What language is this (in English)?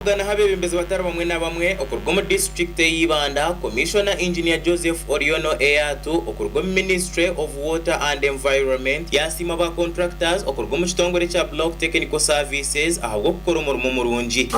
Nyankole